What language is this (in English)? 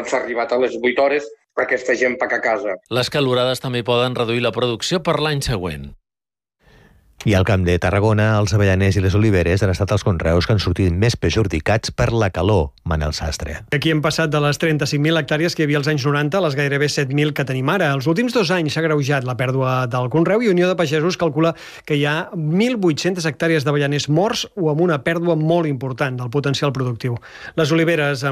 Catalan